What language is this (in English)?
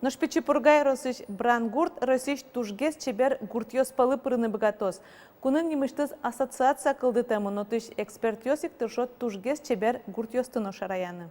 Udmurt